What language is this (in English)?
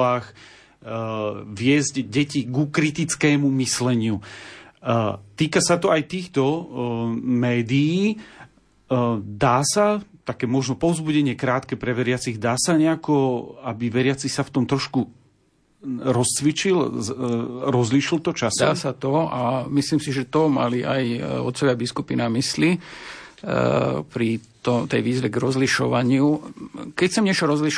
Slovak